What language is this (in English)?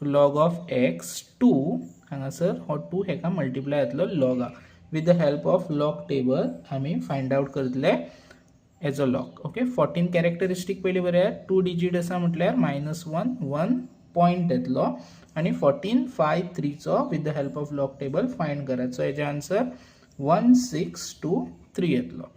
Konkani